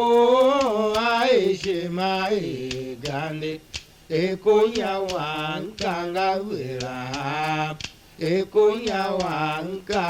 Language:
Tiv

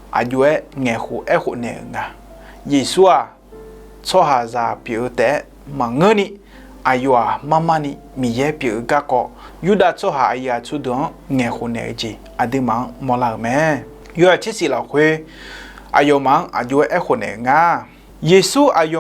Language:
Akha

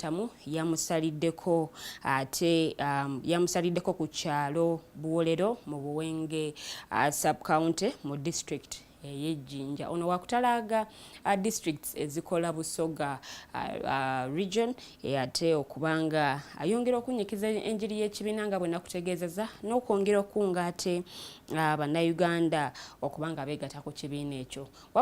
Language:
Ganda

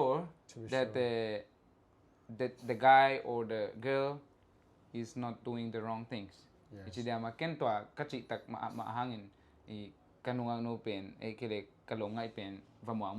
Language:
Tedim Chin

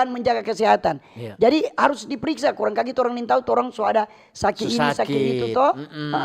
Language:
Manado Malay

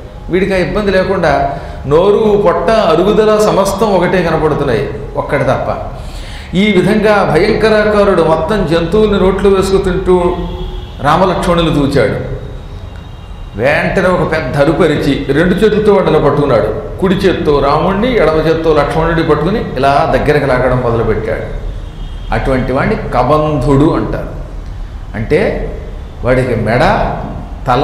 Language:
Telugu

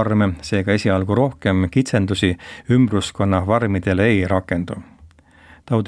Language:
Estonian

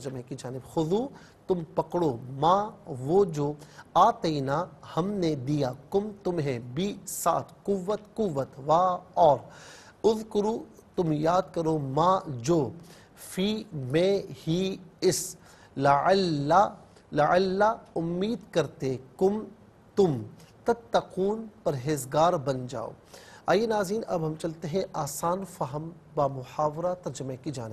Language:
Urdu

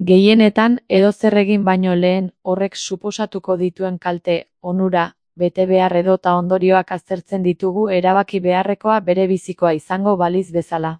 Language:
Basque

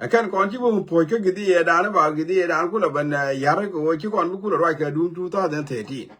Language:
Nuer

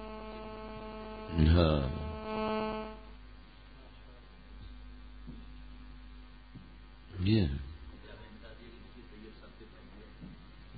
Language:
Urdu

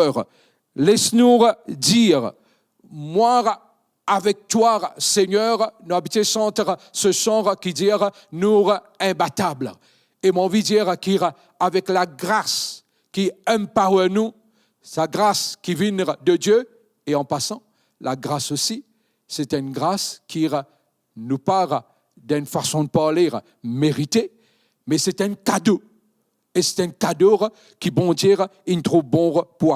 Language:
Morisyen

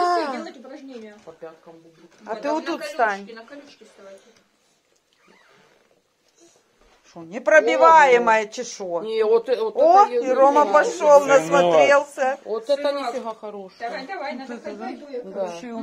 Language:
Russian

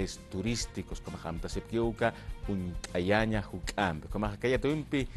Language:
Aymara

